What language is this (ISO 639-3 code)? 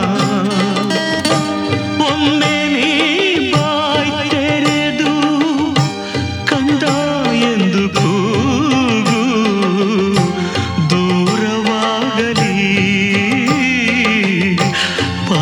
kan